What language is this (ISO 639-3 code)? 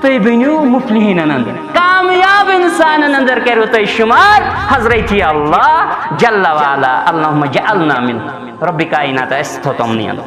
kas